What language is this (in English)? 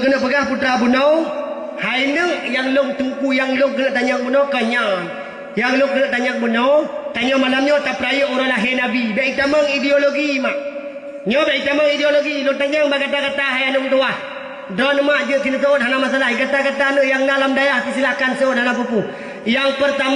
Achinese